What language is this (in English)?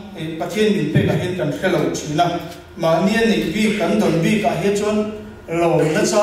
Mizo